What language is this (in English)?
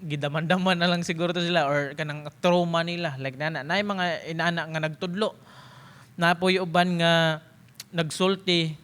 Cebuano